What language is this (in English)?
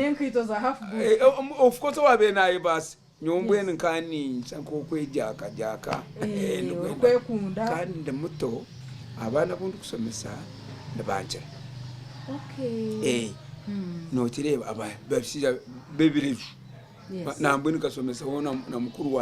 Nyankole